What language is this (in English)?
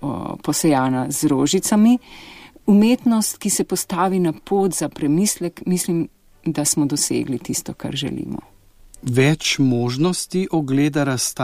Slovenian